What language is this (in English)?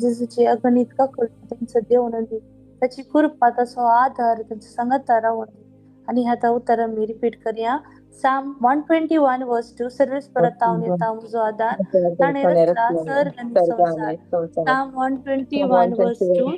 Konkani